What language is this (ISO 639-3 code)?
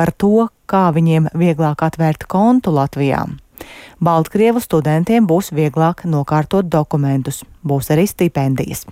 lav